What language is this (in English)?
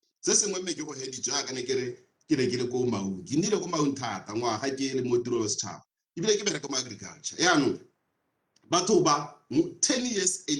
Tswana